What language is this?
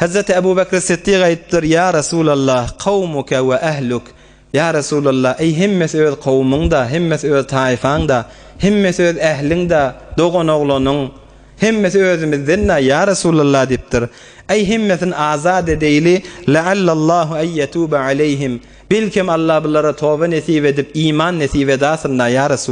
Turkmen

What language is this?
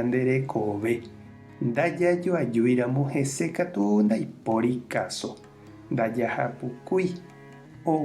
Guarani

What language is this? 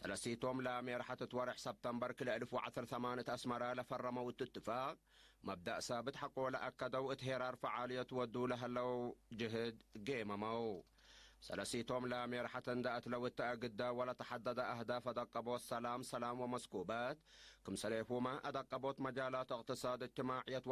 Tigre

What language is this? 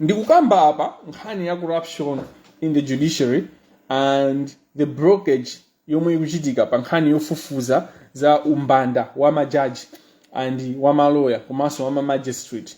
Nyanja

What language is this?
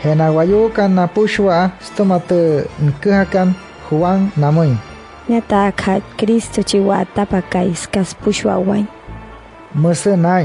Wayuu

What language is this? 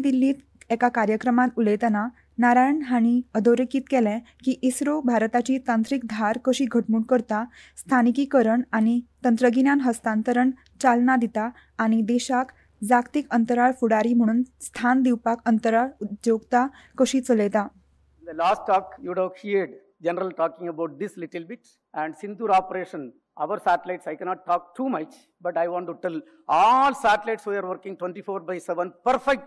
Konkani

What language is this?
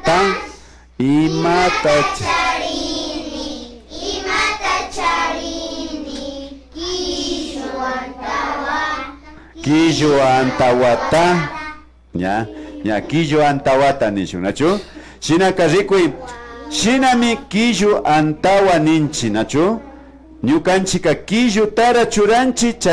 Imbabura Highland Quichua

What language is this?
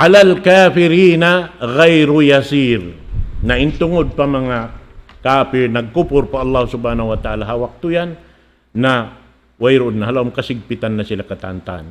Tausug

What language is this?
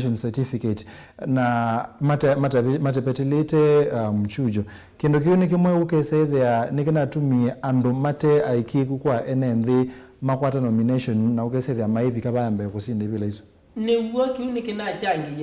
Kamba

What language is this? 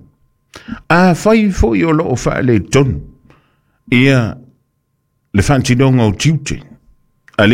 Samoan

